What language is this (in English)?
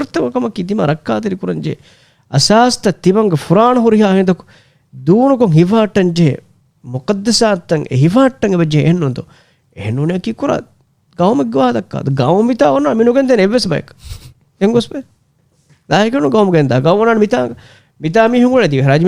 Divehi